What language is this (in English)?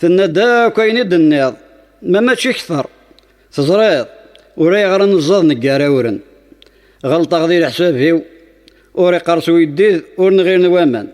Kabyle